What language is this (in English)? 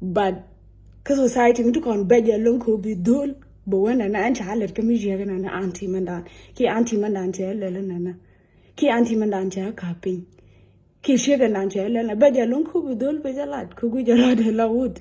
Nuer